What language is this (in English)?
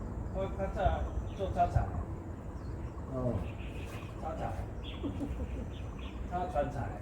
Min Nan Chinese